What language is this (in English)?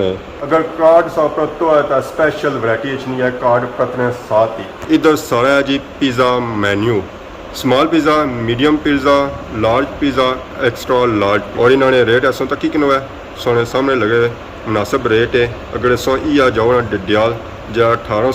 Pahari-Potwari